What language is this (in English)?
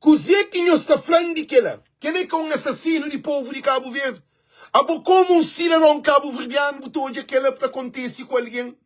Kabuverdianu